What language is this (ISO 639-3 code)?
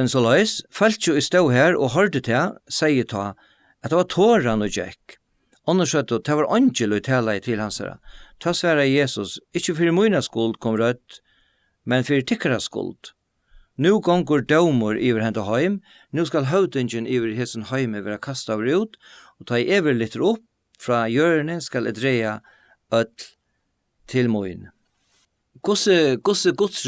fao